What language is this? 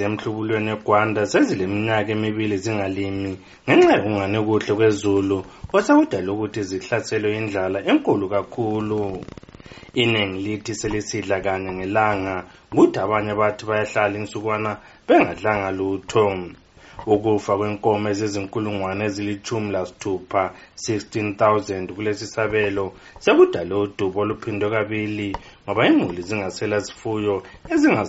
North Ndebele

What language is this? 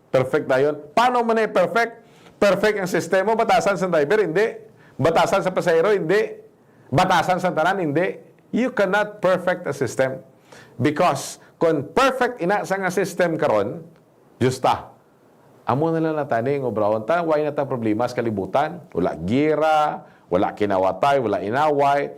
Hiligaynon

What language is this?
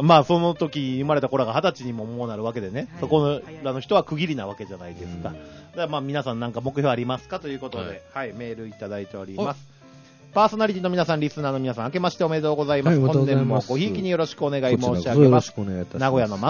Japanese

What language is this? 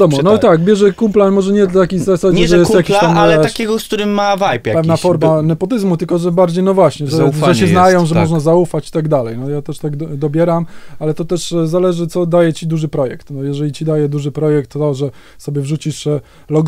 Polish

